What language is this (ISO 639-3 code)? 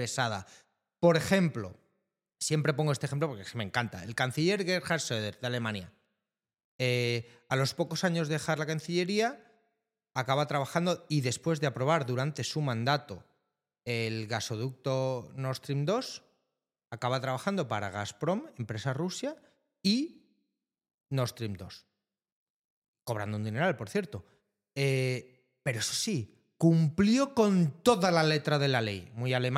spa